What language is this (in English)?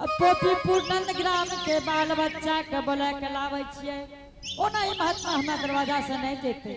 Angika